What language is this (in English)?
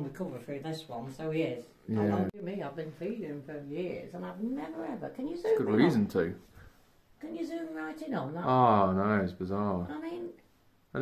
English